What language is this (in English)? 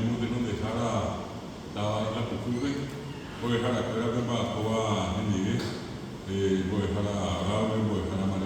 Guarani